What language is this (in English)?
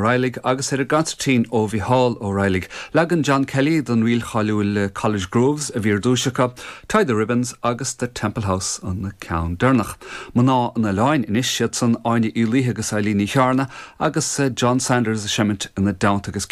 Irish